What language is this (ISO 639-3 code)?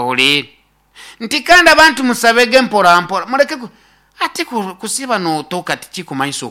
nyo